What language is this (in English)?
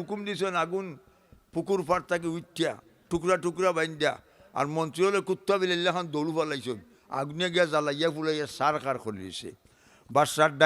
Sylheti